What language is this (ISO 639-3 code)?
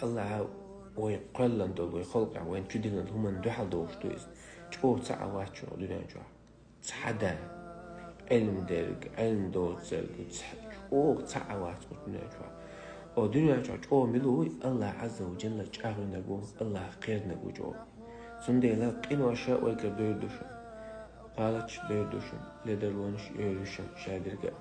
che